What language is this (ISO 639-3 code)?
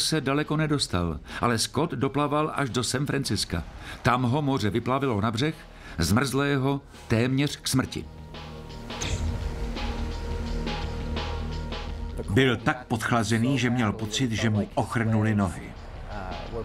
ces